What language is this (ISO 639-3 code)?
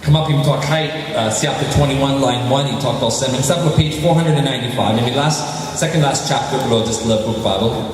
tpi